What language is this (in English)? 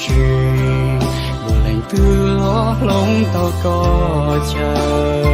Hmong